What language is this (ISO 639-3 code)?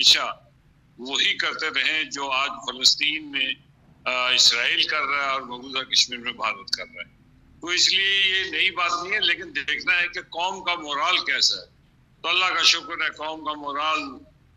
urd